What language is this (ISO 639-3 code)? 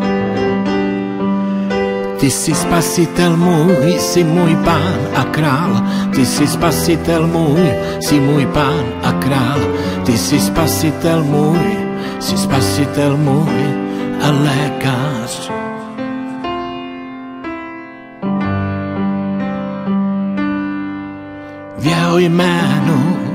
ces